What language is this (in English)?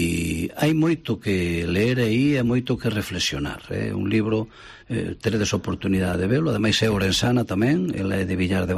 Galician